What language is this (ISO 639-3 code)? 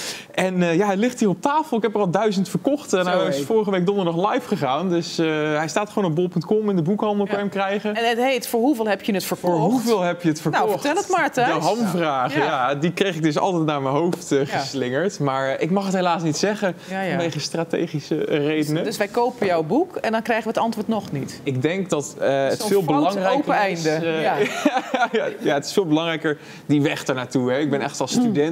nld